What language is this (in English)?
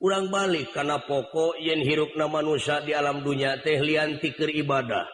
Sundanese